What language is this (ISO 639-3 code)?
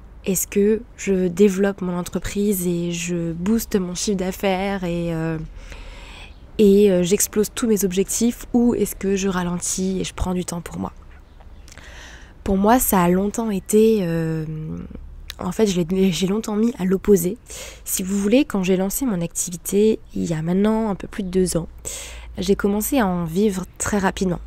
fra